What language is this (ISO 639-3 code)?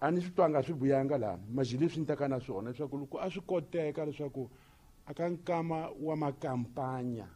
tso